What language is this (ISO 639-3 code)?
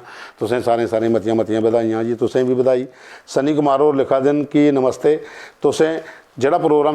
doi